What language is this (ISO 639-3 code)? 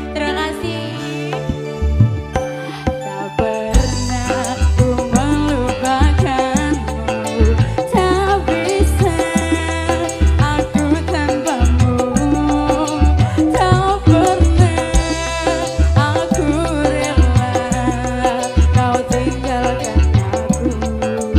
ind